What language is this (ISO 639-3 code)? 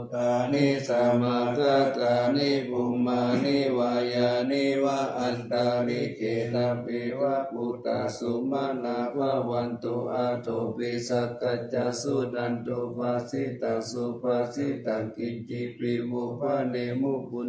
pli